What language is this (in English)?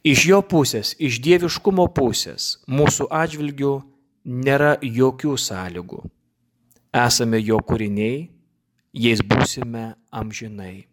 Lithuanian